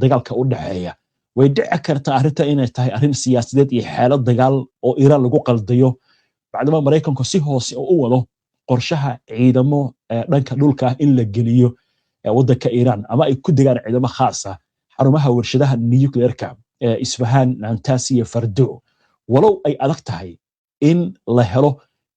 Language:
Somali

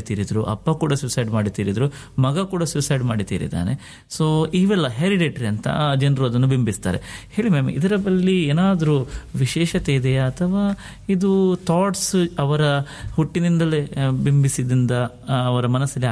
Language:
Kannada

